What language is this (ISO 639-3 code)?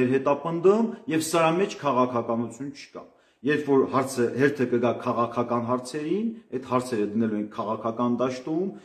hye